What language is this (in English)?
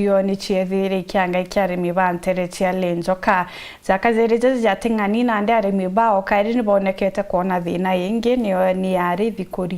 Meru